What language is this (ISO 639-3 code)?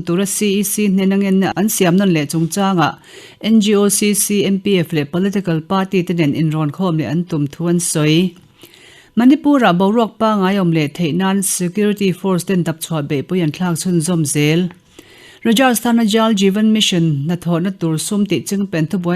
lus